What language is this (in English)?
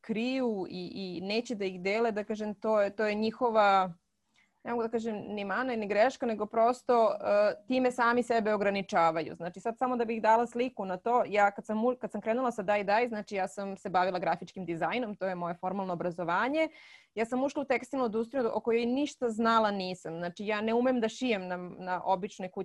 Serbian